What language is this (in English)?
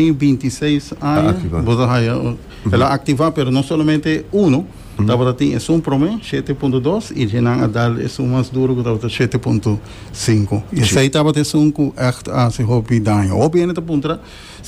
Papiamento